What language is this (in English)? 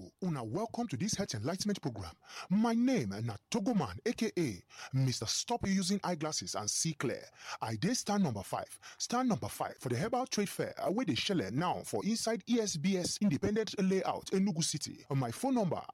Nigerian Pidgin